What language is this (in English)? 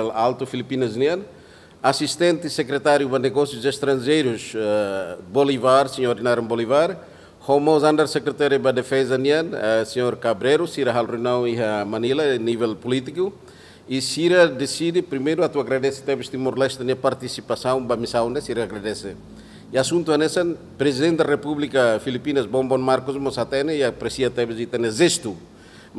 Tetum